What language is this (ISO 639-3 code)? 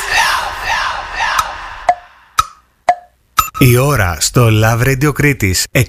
ell